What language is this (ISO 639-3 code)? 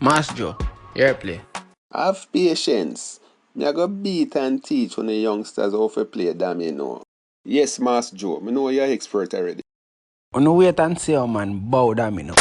jam